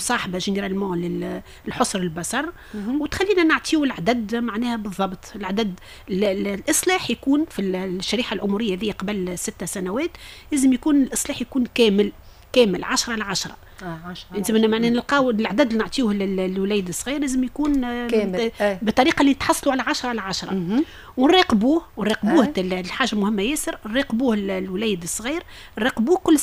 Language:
Tunisian Arabic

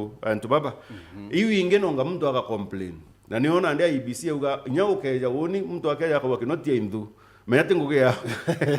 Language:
Meru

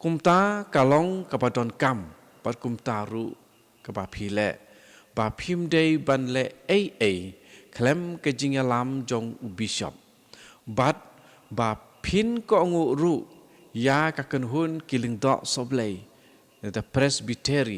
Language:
Khasi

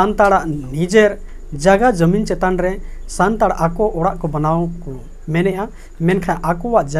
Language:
Santali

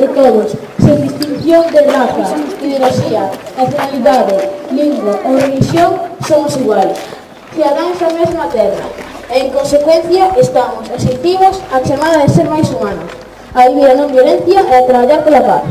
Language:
Galician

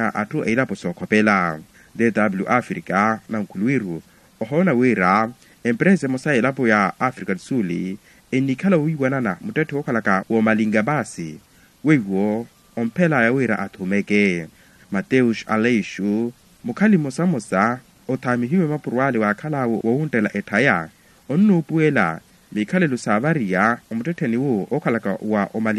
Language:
Makhuwa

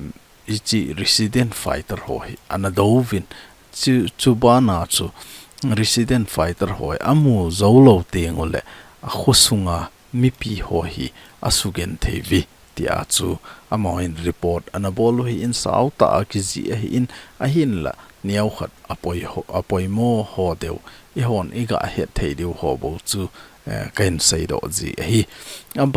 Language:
Thado Chin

